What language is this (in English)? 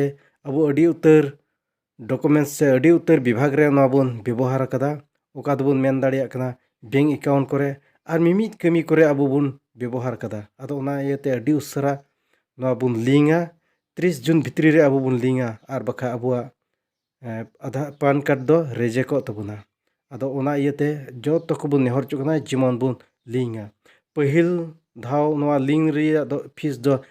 Santali